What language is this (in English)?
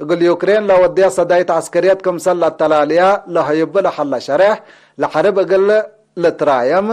Tigre